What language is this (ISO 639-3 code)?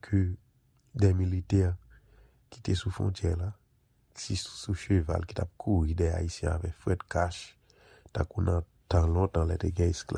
hat